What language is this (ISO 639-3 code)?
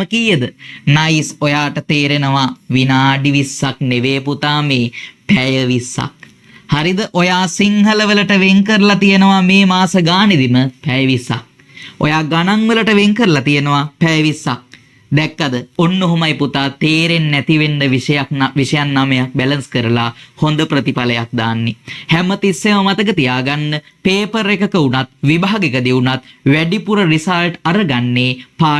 sin